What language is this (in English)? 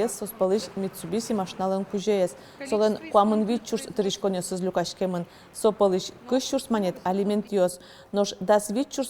Udmurt